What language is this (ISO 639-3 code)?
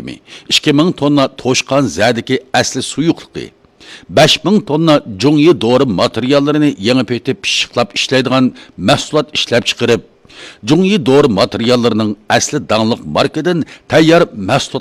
uig